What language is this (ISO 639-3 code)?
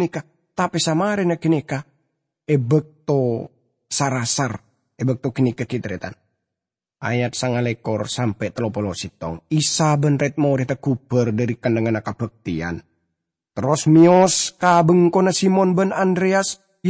mad